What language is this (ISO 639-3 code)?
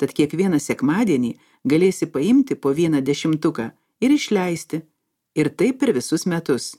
lit